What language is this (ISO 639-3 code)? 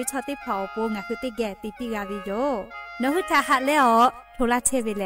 lhu